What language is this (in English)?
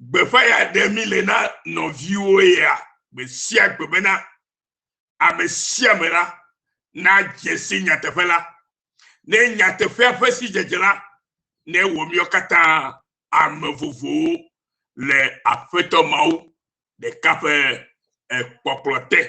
Ewe